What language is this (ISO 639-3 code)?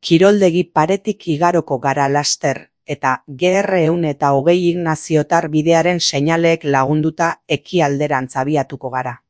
eus